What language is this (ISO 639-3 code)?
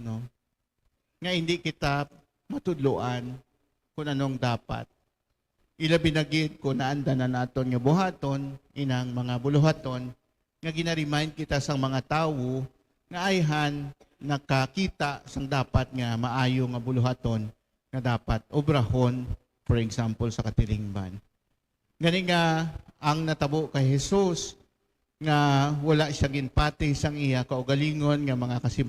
hil